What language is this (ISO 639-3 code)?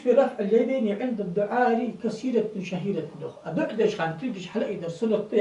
inh